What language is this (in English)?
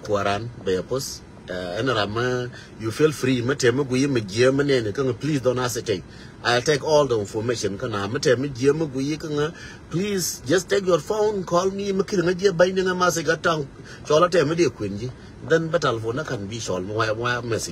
Nuer